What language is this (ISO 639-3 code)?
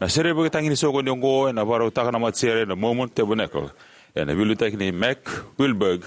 fij